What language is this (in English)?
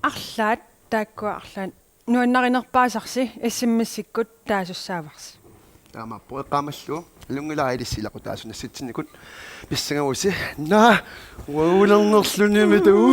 Kalaallisut